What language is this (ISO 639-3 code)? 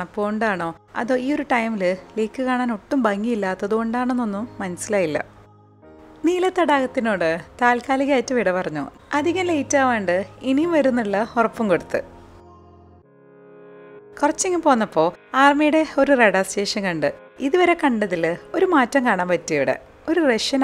mal